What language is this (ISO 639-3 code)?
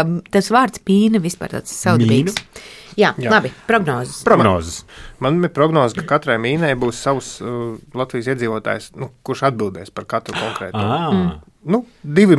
lav